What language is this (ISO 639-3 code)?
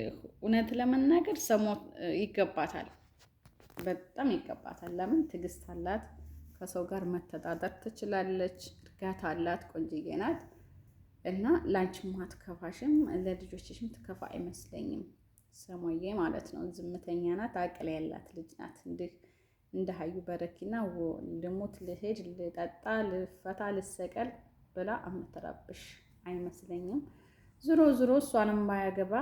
amh